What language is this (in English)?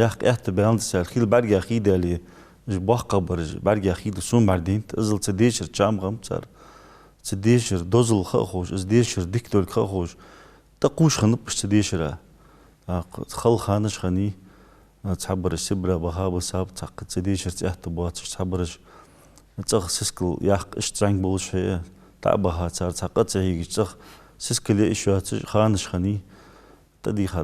Ingush